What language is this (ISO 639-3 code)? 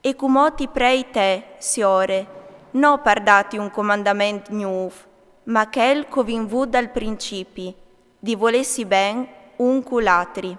fur